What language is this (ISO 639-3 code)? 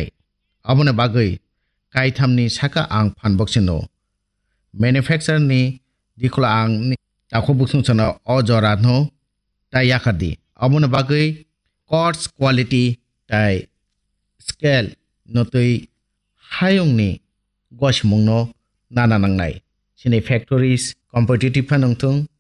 trp